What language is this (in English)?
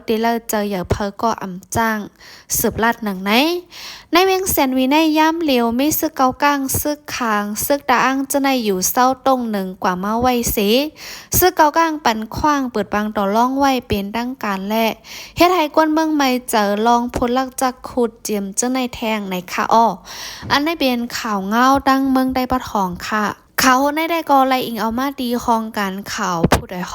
Shan